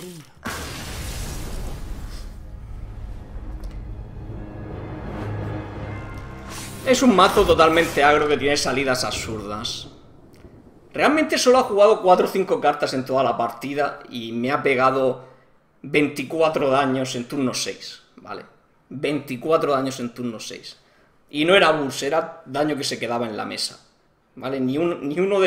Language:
Spanish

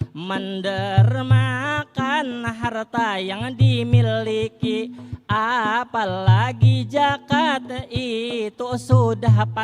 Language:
Banjar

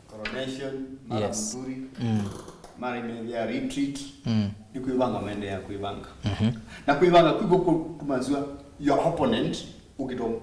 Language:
Kamba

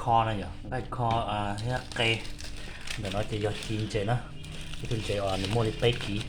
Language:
Hmong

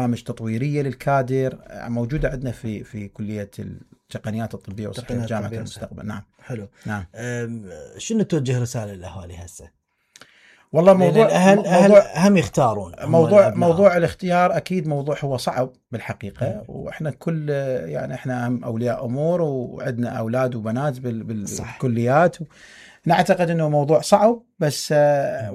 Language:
Mesopotamian Arabic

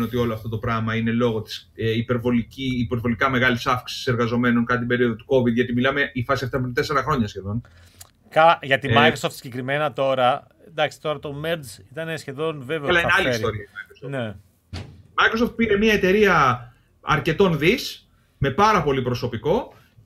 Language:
Greek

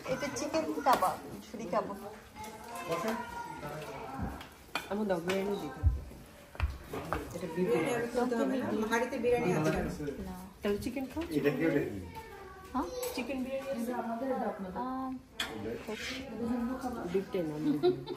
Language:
Bangla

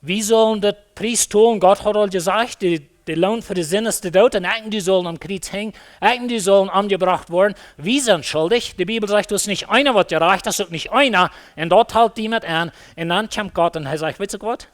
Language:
Plautdietsch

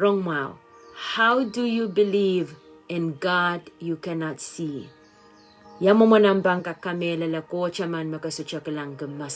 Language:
Pohnpeian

